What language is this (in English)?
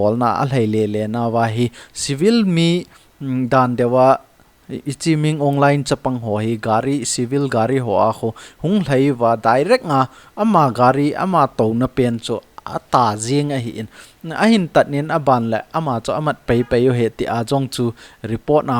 Thado Chin